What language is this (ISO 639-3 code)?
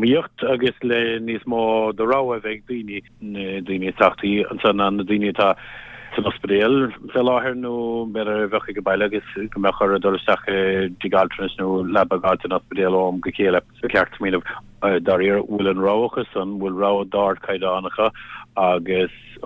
gle